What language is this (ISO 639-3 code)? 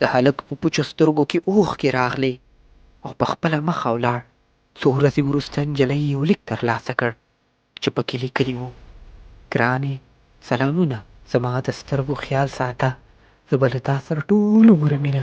pus